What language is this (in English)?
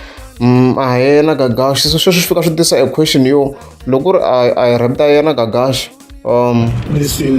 Tsonga